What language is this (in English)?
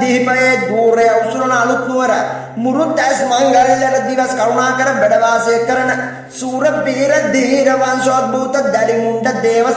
Sinhala